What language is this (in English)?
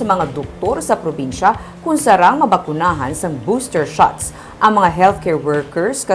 Hiligaynon